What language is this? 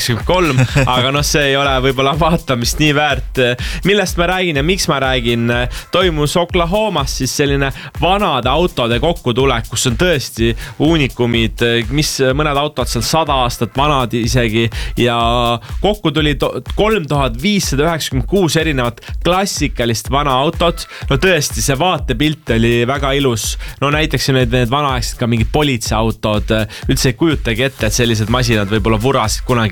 Estonian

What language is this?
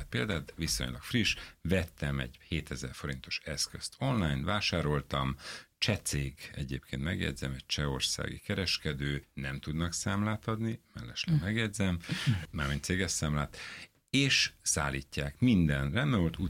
Hungarian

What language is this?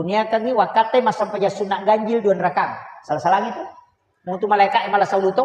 Buginese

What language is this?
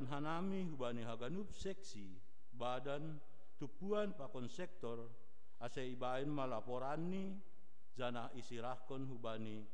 Batak Simalungun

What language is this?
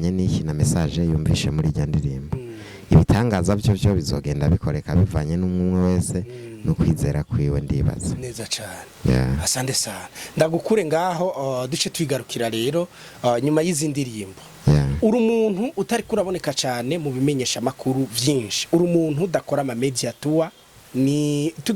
Rundi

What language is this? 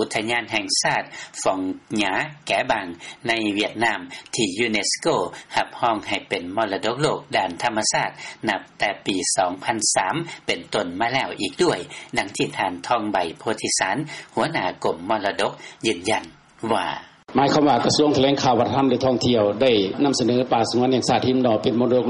Lao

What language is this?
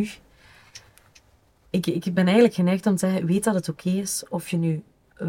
Dutch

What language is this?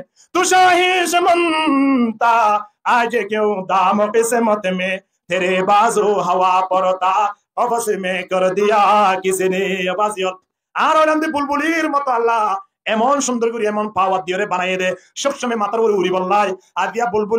Rohingya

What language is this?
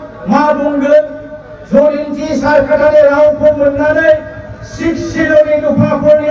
Bodo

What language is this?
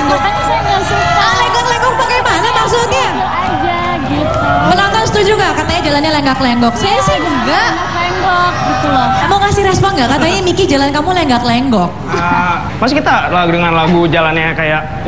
Indonesian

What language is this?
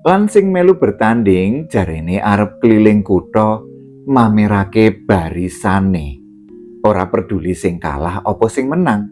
Javanese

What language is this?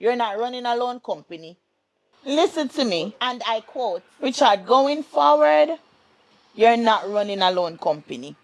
Jamaican Creole English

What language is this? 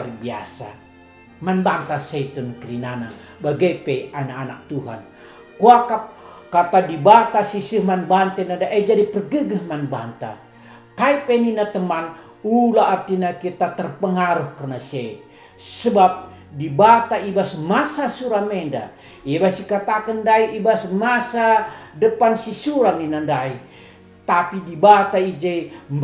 Batak Karo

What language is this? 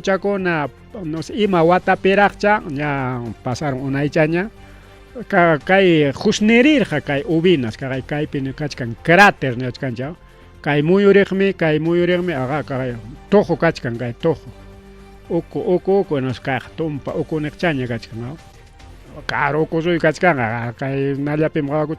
Ayacucho Quechua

